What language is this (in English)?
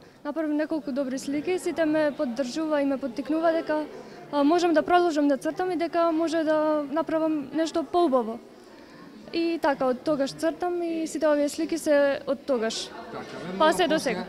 Macedonian